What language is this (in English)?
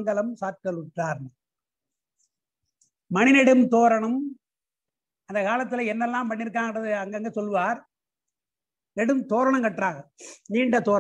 Tamil